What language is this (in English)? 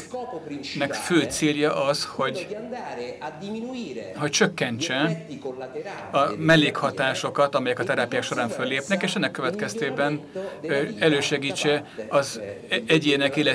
Hungarian